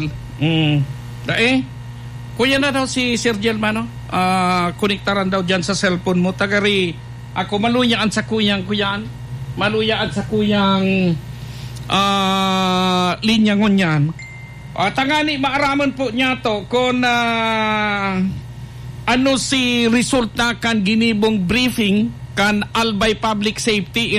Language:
Bikol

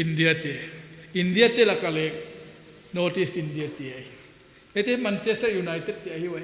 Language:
Paite Chin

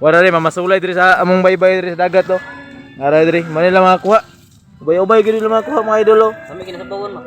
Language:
Cebuano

